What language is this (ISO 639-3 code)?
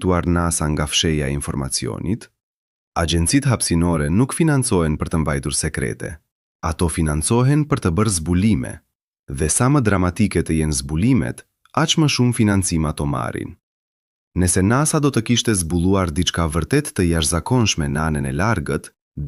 sqi